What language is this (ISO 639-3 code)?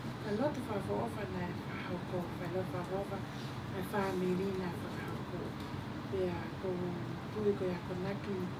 ton